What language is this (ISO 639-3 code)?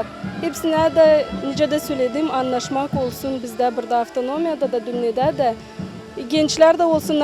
gag